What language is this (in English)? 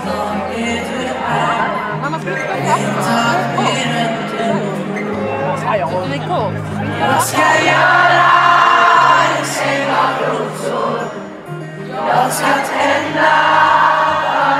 Swedish